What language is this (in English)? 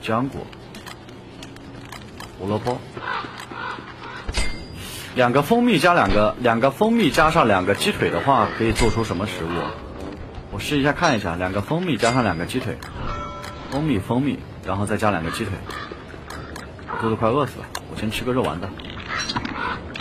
Chinese